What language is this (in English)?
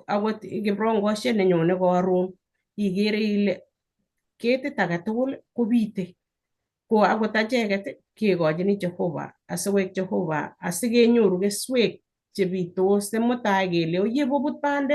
Kalenjin